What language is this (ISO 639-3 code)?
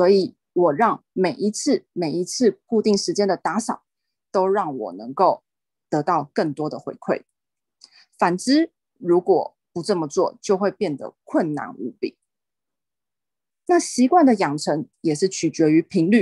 zho